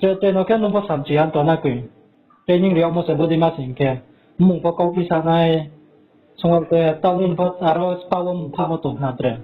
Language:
Riang (India)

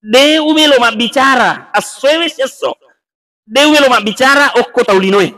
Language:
Buginese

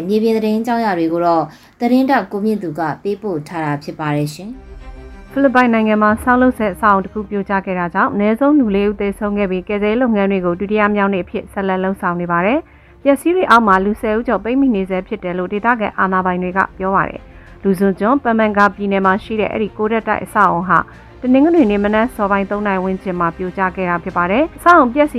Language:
Burmese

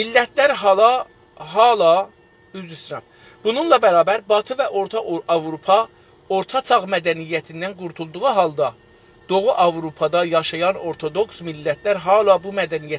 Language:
South Azerbaijani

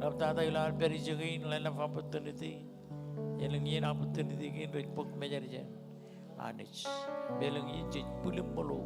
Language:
Marshallese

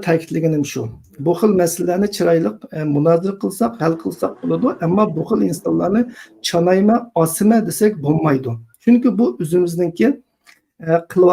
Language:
Uyghur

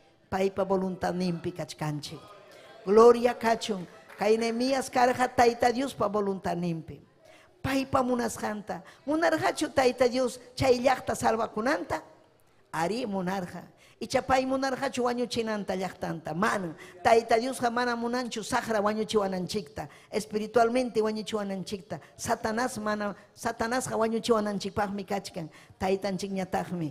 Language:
Ayacucho Quechua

